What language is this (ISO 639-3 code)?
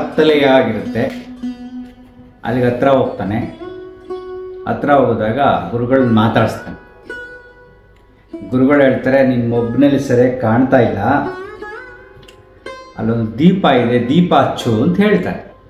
kan